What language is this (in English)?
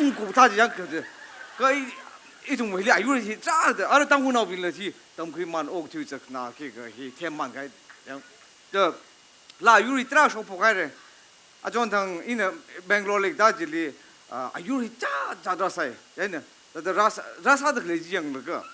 Tangkhul Naga (India)